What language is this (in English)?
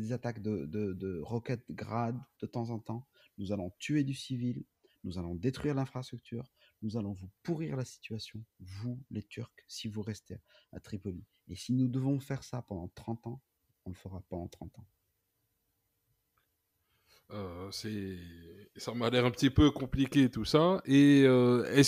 French